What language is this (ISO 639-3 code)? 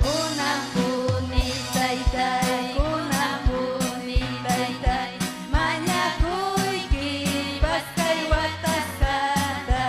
quy